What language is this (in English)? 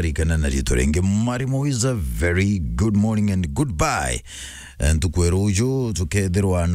Meru